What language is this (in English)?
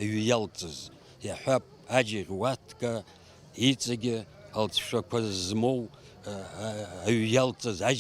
Abkhazian